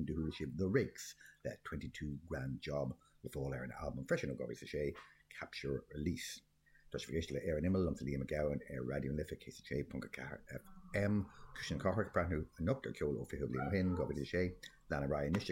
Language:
Irish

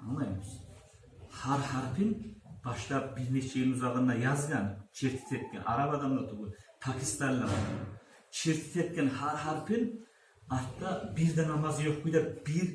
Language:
Kumyk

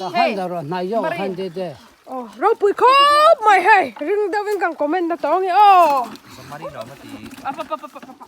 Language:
Mizo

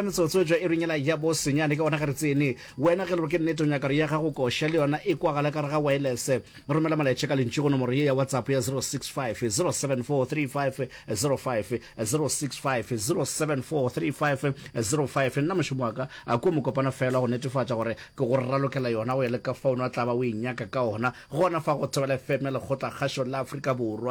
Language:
Northern Sotho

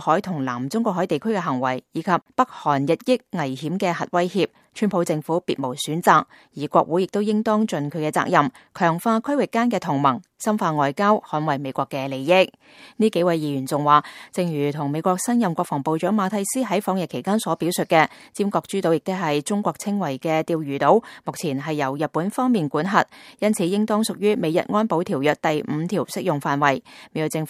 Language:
Cantonese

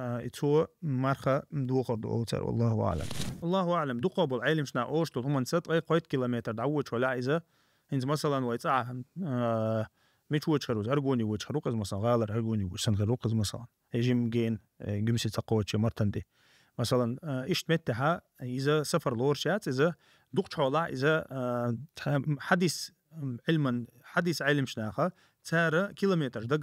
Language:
Chechen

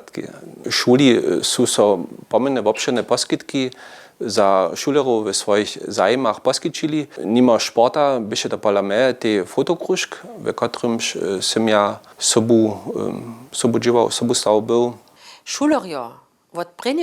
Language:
Upper Sorbian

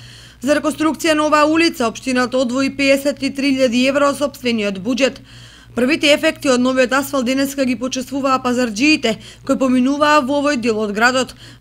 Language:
Macedonian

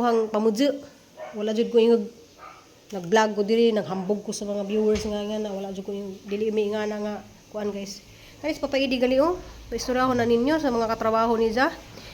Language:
Cebuano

